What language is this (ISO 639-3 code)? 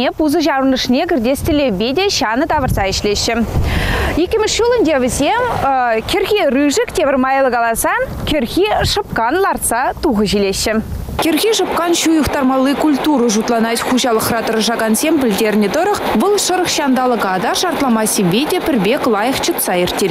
chv